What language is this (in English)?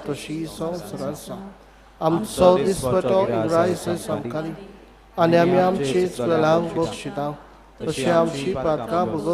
Konkani